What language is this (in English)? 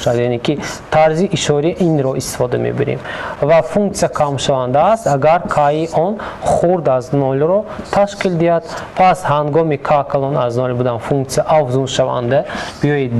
Tajik